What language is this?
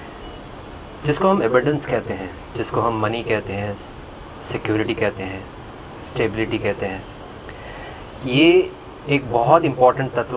Hindi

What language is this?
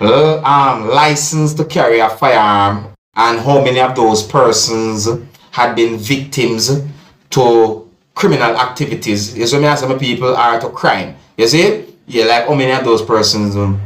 Jamaican Creole English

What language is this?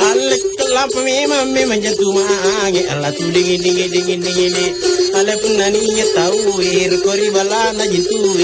Makasar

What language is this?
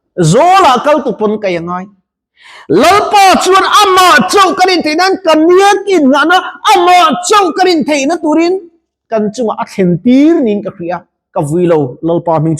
Mizo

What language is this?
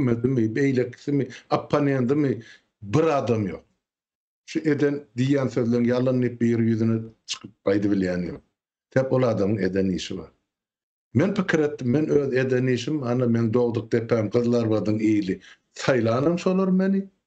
Turkmen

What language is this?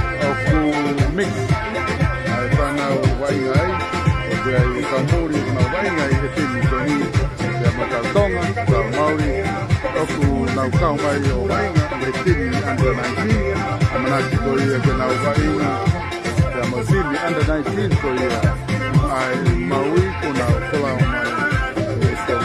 Tongan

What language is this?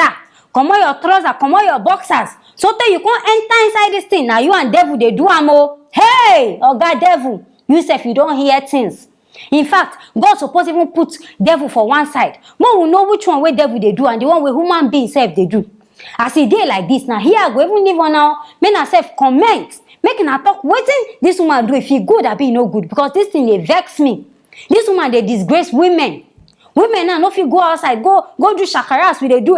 Nigerian Pidgin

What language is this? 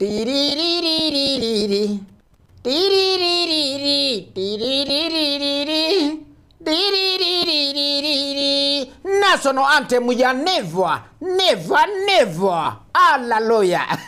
Gusii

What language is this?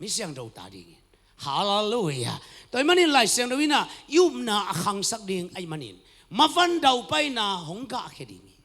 Tedim Chin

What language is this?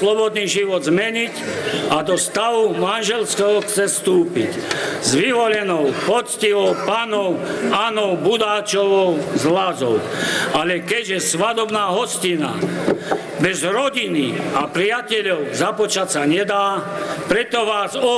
Slovak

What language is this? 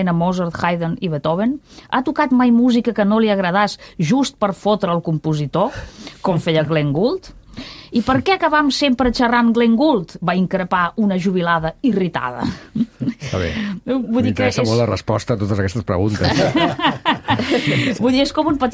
Catalan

